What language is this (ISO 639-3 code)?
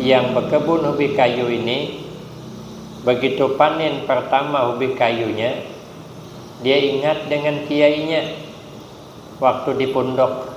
bjn